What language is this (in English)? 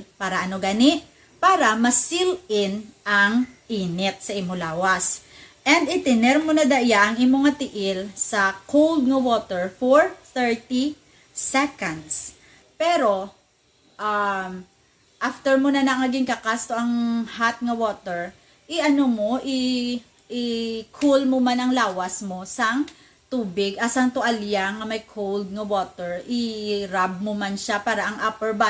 Hiligaynon